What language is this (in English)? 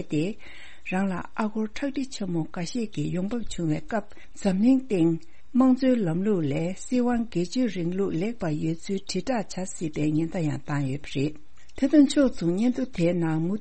Tibetan